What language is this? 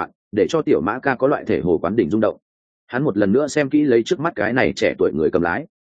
Vietnamese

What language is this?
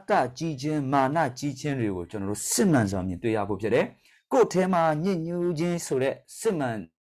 Burmese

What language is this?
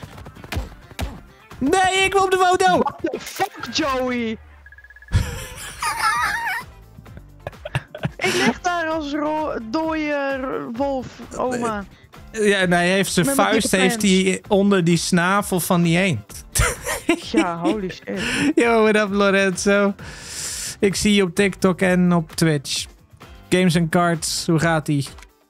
Dutch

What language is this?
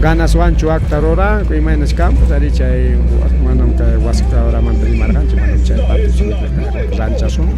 Ayacucho Quechua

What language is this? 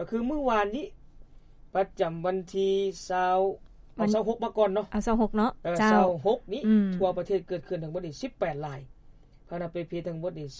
Lao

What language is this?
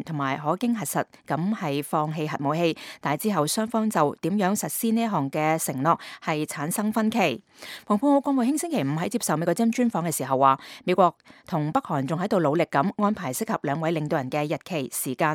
Cantonese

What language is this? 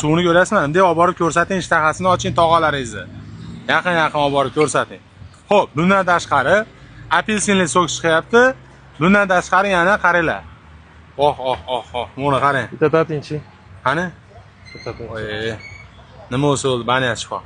Uzbek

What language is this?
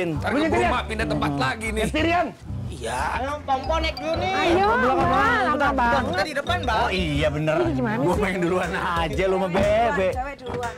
Betawi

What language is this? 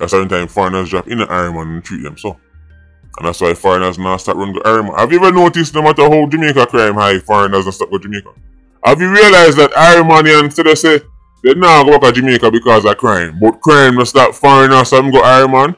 Jamaican Creole English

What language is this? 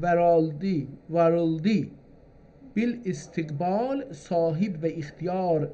South Azerbaijani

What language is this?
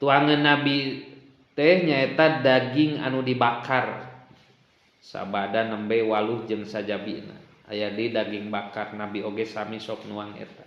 Sundanese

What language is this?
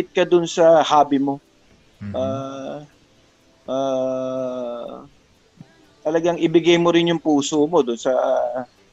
Filipino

